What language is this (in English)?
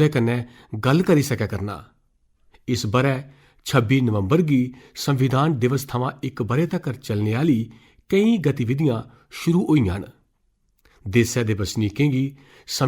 Dogri